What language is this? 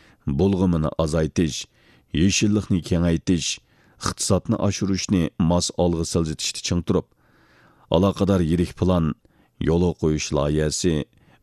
Uyghur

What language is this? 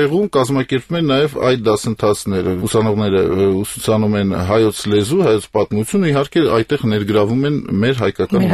Armenian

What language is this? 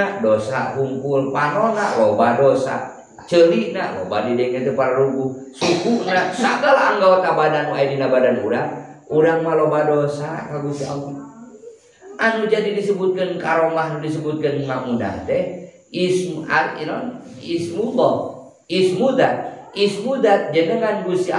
Sundanese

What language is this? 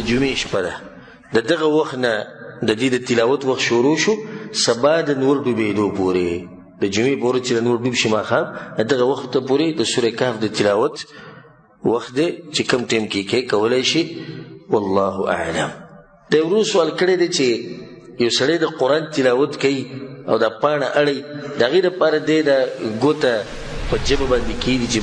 Pashto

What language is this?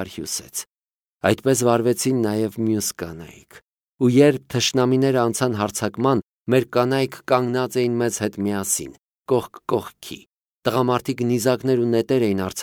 Armenian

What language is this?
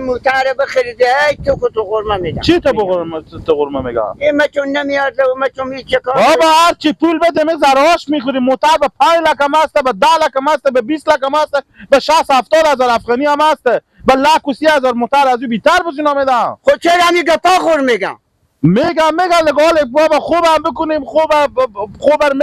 Persian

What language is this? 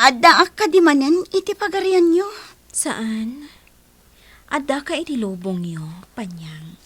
Iloko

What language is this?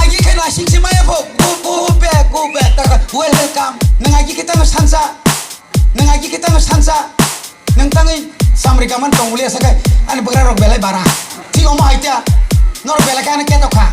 Kok Borok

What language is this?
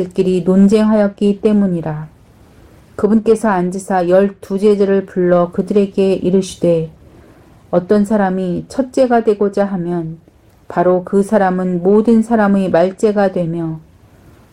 Korean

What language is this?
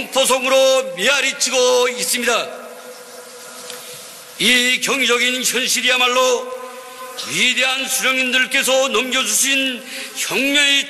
Korean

